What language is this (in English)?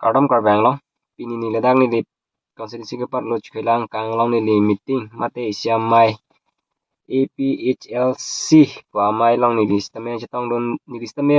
Karbi